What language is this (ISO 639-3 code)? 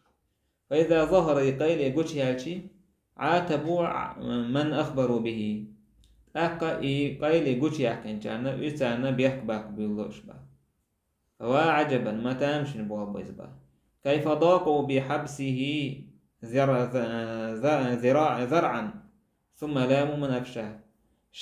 che